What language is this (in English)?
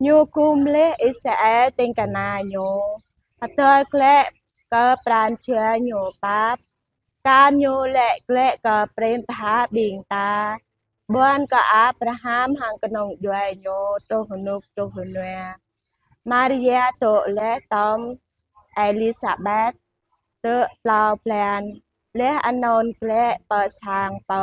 Jarai